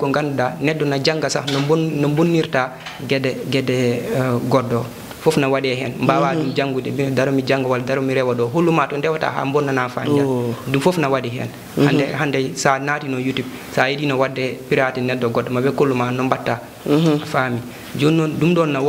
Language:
Fula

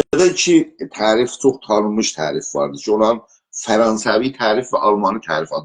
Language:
South Azerbaijani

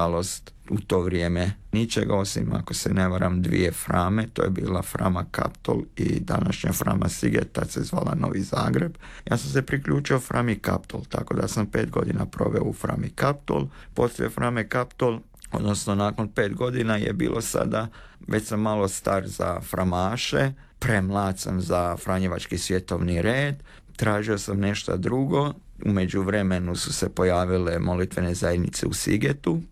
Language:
Croatian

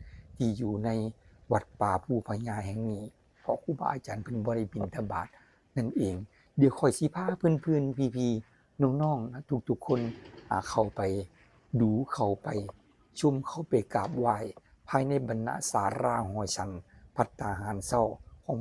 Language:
Northeastern Thai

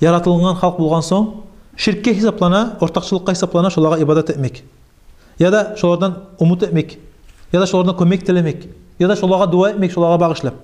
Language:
Kumyk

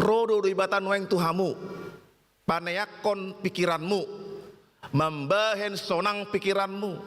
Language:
Batak Toba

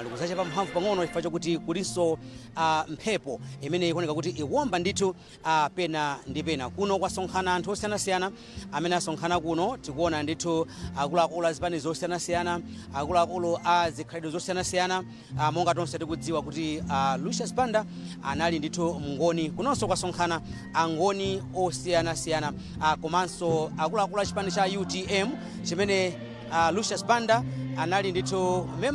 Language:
Nyanja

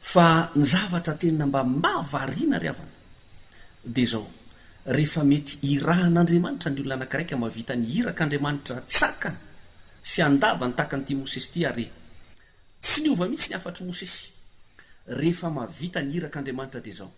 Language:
Malagasy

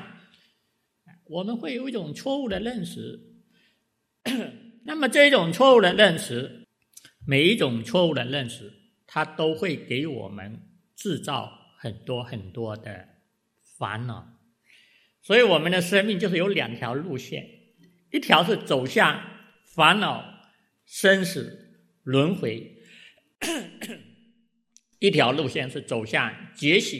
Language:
Chinese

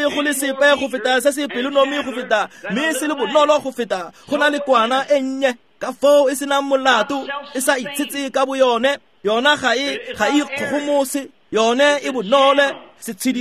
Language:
Tswana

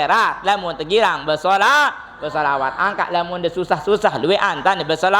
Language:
Sasak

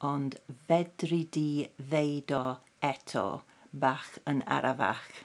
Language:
Welsh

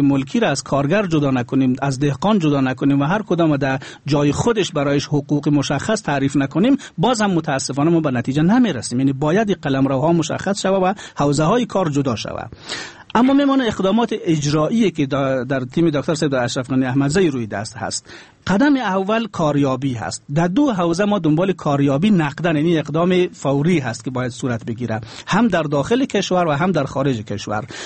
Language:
Persian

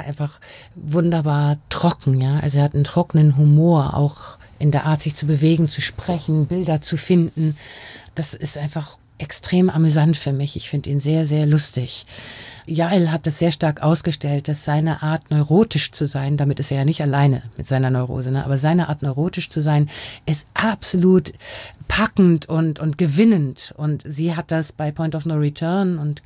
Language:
German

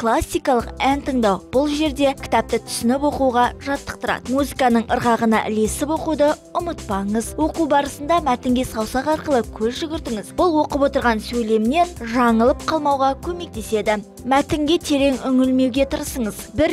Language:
Kazakh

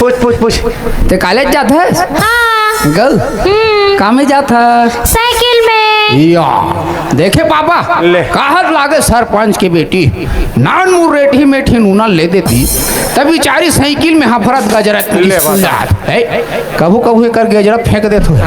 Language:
Chhattisgarhi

